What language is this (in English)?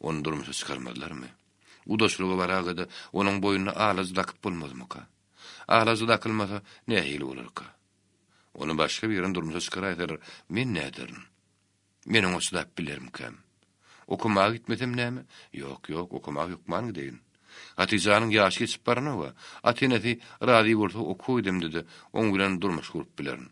Turkmen